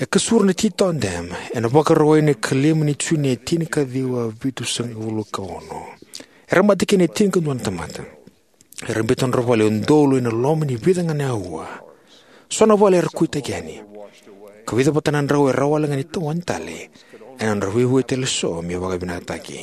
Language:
Fijian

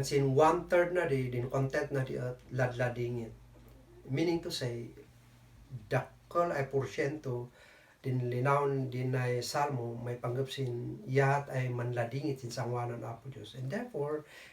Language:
Kankanaey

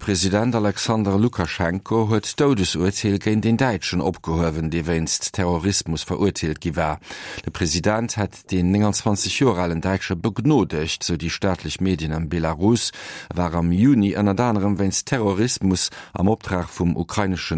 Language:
Luxembourgish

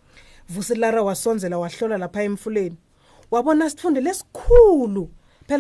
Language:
Swati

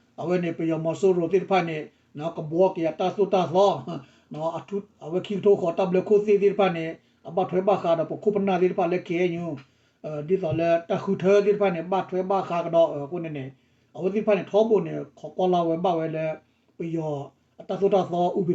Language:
S'gaw Karen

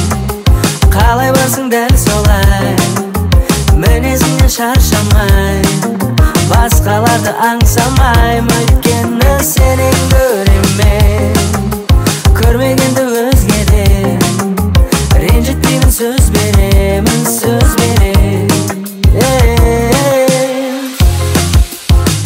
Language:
Kazakh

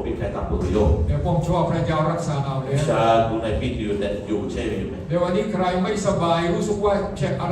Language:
Lahu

